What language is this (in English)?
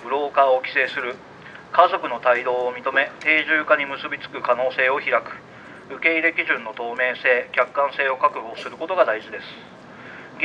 Japanese